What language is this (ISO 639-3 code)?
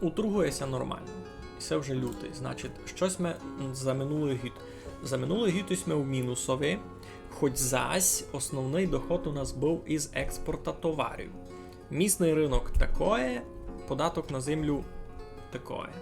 rue